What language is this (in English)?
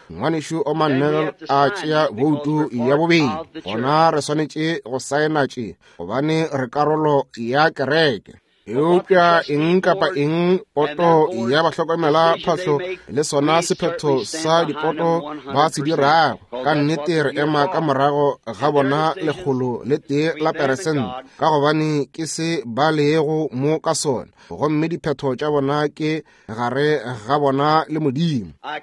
Northern Sotho